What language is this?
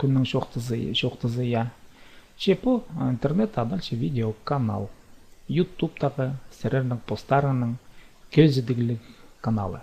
Khakas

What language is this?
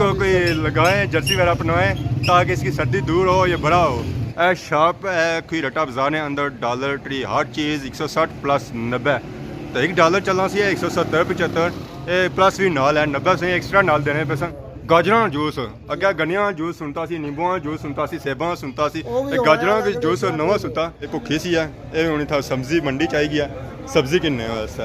Pahari-Potwari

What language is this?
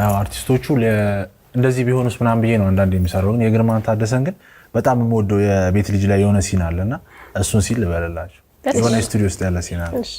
Amharic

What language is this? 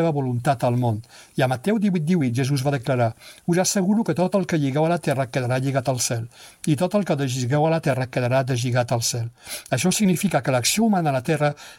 Catalan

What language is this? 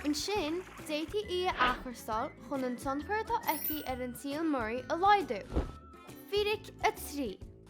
Irish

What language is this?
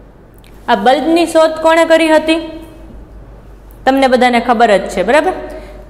Gujarati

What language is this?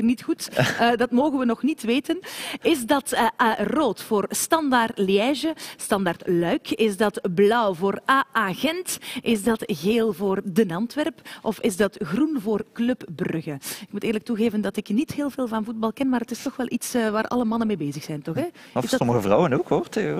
Dutch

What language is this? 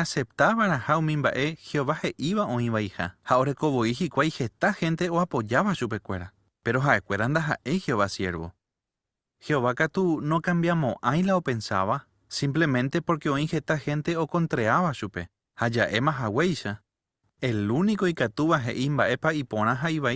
Guarani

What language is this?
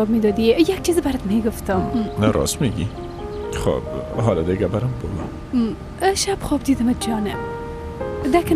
Persian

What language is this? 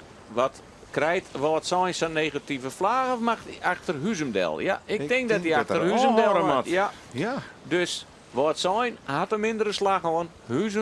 Western Frisian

